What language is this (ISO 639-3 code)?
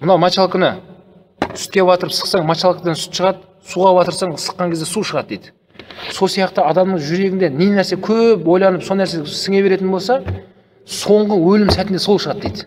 kaz